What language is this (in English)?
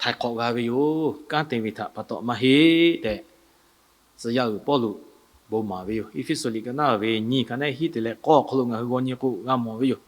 Lahu